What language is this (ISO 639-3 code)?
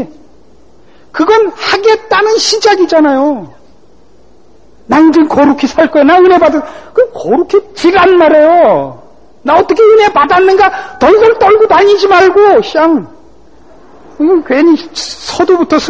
kor